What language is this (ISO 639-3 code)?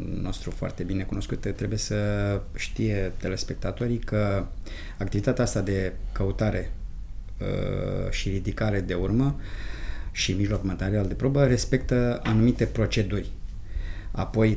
ron